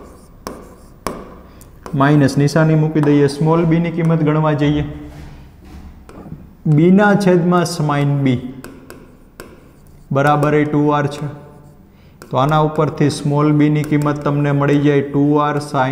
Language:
Gujarati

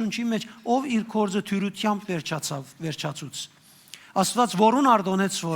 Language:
Western Armenian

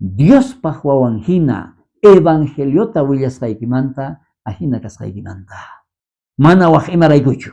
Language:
South Bolivian Quechua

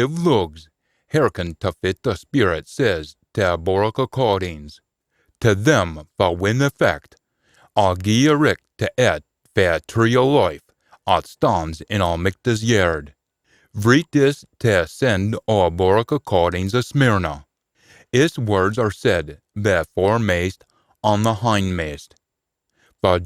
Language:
Scots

